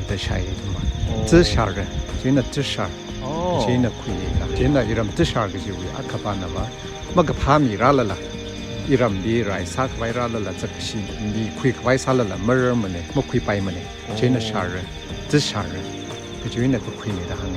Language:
Tangkhul Naga (India)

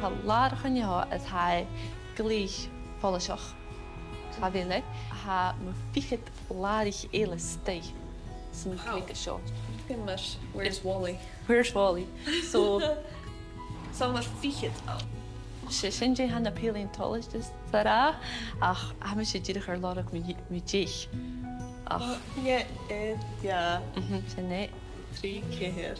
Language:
Scottish Gaelic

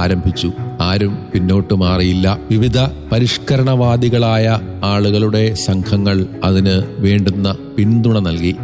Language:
Malayalam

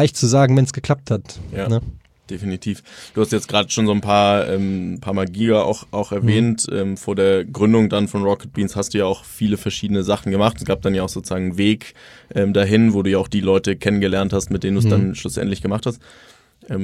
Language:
German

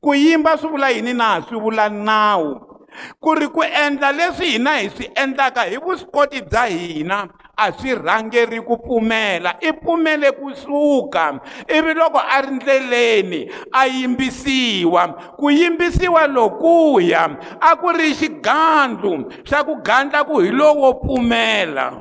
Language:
Tsonga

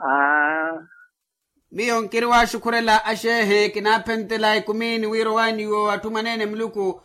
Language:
Makhuwa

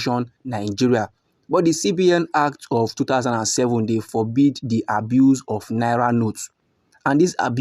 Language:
Nigerian Pidgin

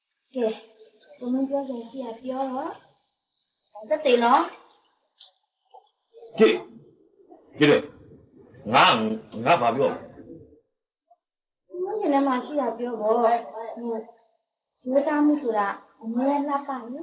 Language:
Burmese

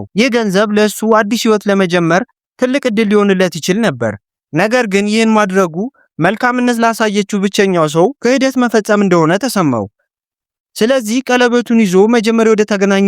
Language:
Amharic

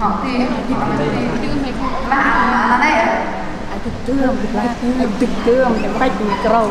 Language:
Central Mnong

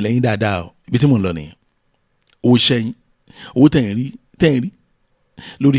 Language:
Yoruba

